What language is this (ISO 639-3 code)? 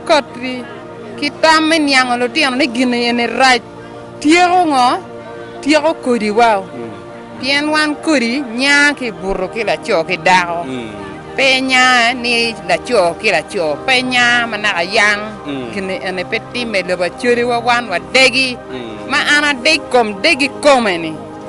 ach